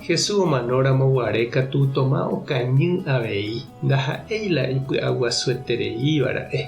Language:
Guarani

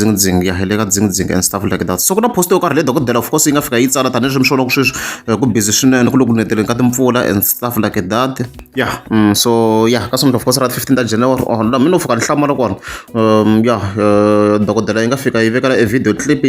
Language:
Tsonga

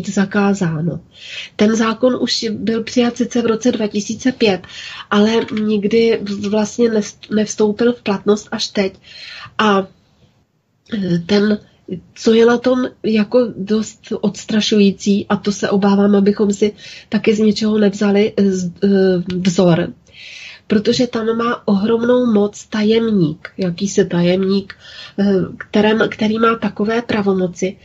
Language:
Czech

